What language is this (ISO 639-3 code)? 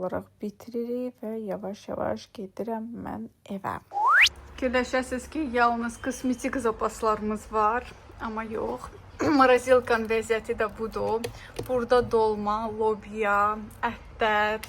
aze